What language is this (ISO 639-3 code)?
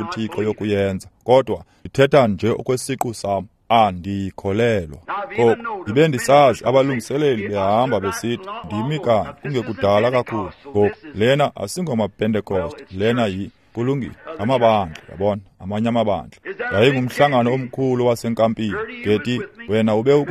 xho